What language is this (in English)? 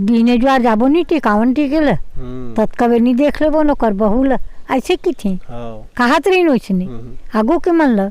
Chhattisgarhi